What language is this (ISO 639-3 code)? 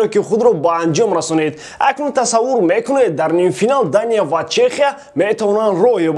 tgk